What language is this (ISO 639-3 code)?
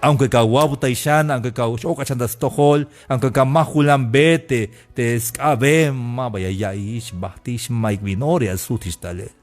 tzh